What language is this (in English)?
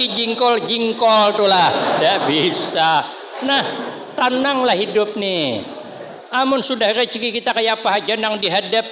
Banjar